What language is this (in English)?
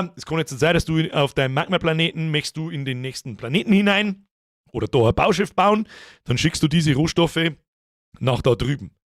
Bavarian